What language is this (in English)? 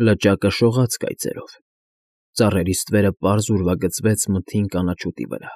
Armenian